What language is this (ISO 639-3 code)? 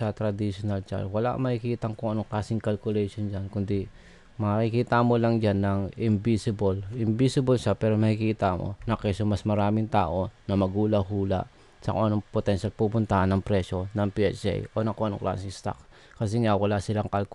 fil